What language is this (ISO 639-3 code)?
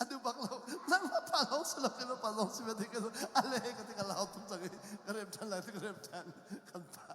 cnh